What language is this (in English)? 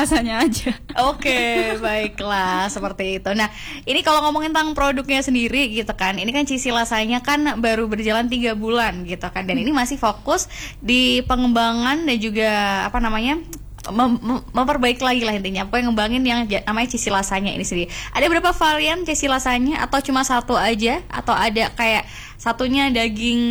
Indonesian